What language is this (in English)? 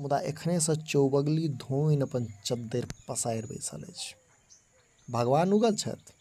Maithili